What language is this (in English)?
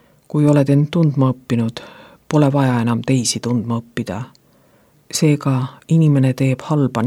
Estonian